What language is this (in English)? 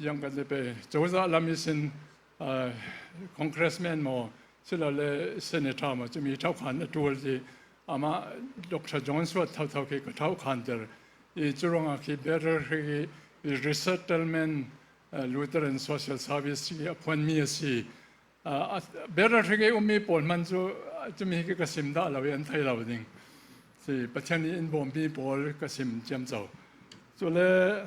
Falam Chin